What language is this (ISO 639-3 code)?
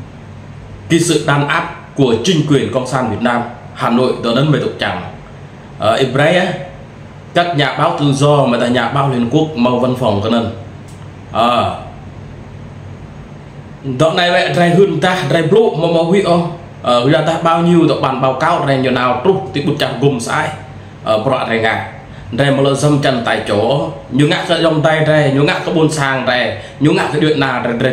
vie